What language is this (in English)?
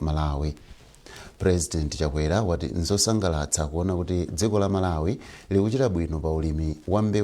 Nyanja